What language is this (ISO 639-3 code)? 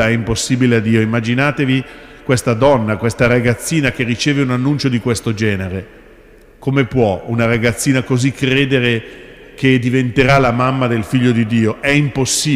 ita